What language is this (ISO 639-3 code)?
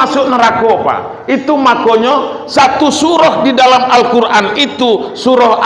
min